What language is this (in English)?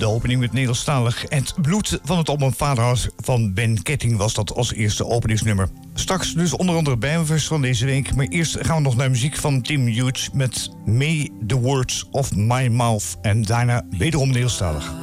Dutch